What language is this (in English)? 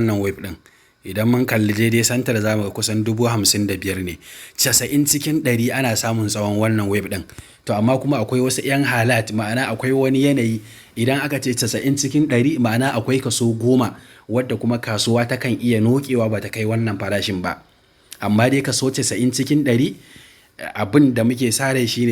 Hausa